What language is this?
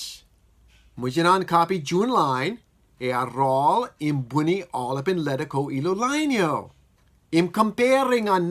Marshallese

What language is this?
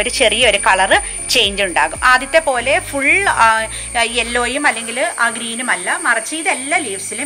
Malayalam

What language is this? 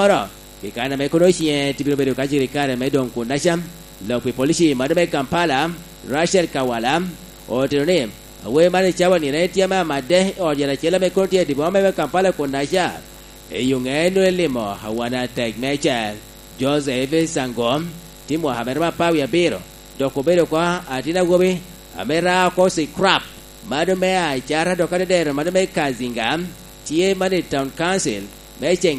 Lango (Uganda)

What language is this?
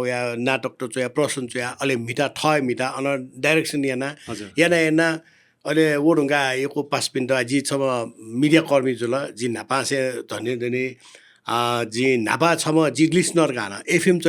Newari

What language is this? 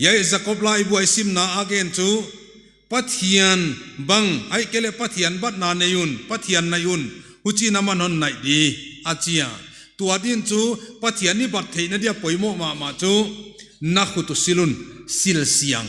Paite Chin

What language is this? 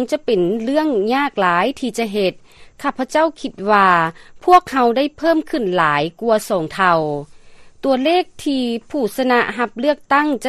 Lao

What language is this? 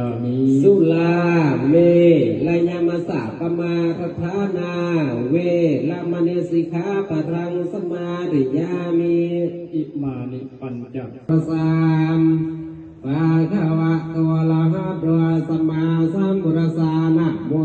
Pali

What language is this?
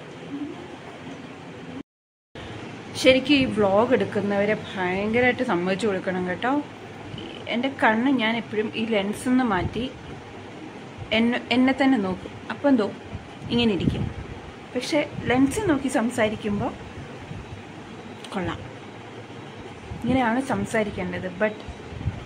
Malayalam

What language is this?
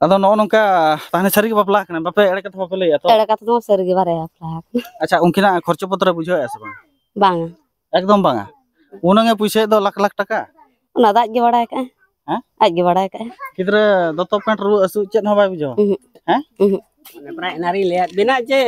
Santali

